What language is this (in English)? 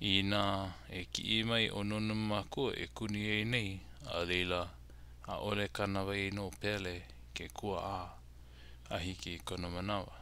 Hawaiian